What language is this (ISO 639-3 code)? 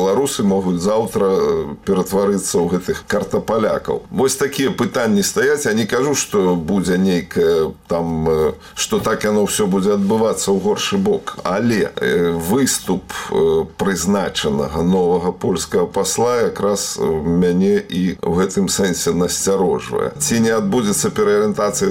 bel